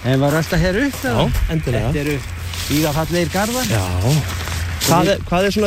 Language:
Icelandic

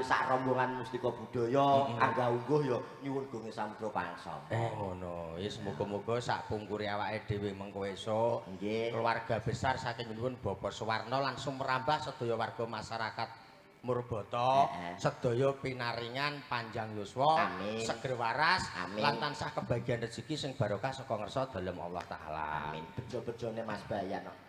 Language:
Javanese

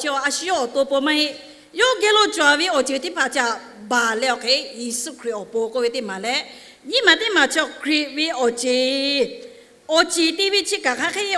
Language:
Lahu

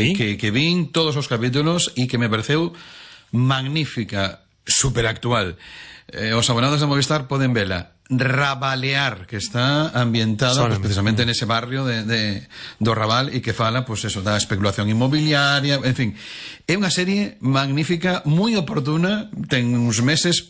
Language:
Galician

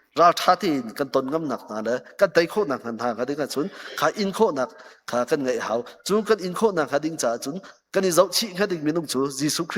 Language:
Hakha Chin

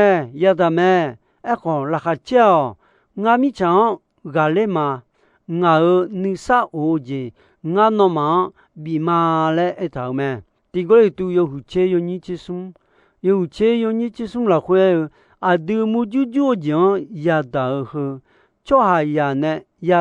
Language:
Akha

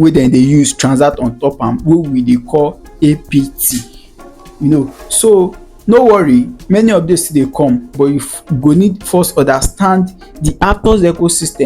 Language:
Nigerian Pidgin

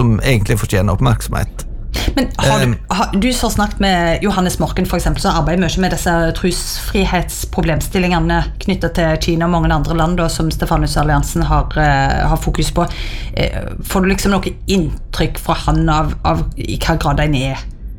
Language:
Norwegian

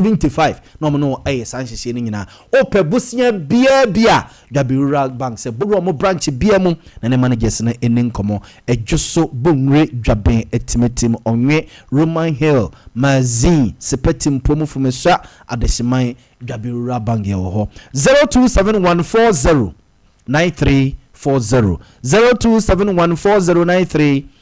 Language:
Akan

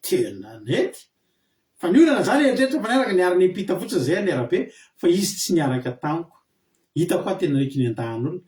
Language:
Malagasy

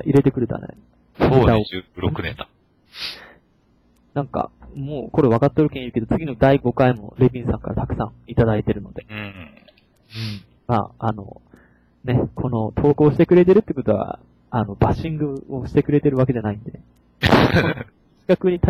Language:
Japanese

